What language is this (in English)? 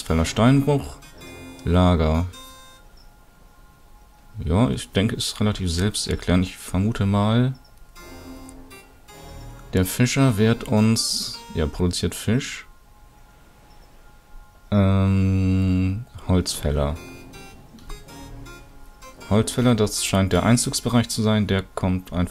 German